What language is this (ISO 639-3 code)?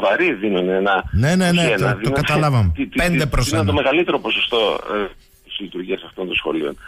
ell